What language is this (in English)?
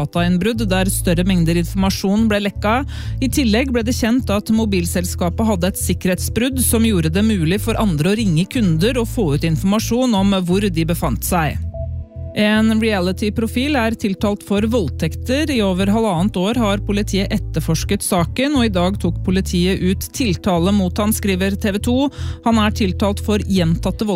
Norwegian